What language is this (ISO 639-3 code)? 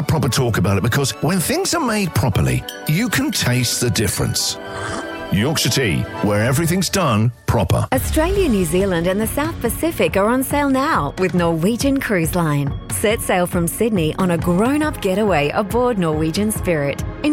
eng